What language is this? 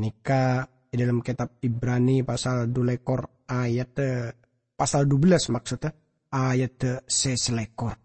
Madurese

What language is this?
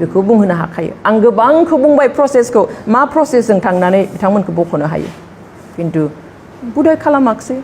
Bodo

